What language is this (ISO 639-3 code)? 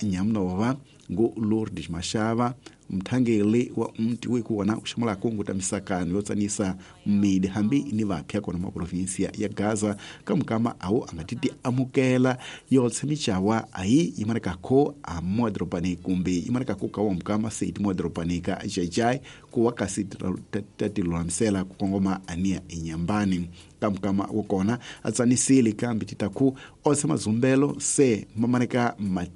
tso